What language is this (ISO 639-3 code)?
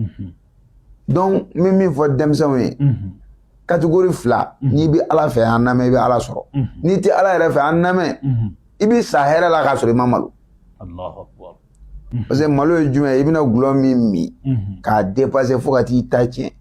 bam